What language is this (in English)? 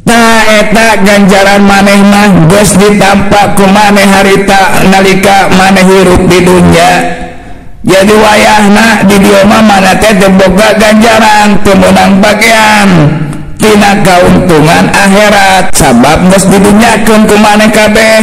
Sundanese